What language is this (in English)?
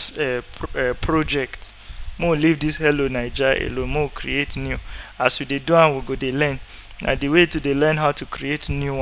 Nigerian Pidgin